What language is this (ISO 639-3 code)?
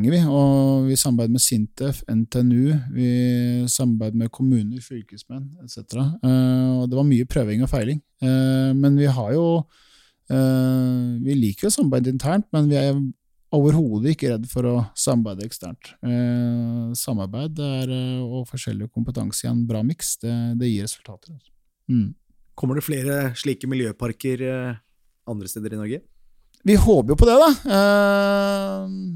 nor